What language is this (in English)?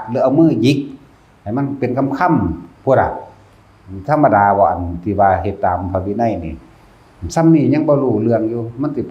Northeastern Thai